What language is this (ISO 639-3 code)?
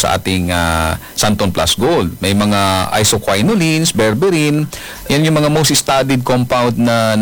fil